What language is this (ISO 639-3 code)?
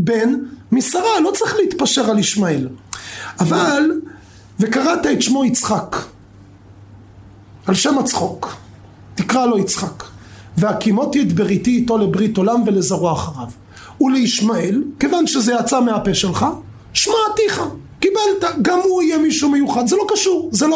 heb